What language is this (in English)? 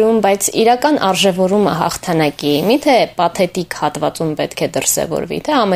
Armenian